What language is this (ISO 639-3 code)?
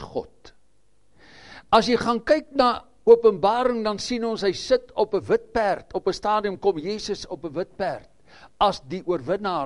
afr